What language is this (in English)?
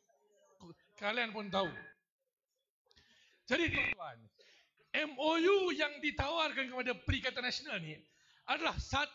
Malay